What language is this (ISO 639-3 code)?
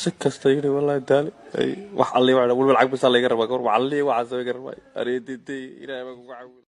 som